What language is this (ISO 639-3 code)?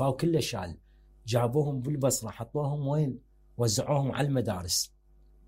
acm